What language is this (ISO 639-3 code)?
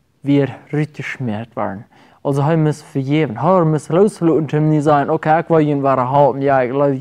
pdt